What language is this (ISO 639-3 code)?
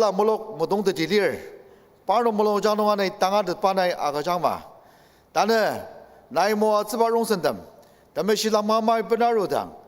njo